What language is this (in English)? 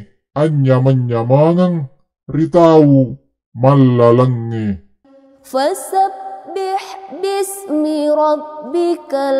Buginese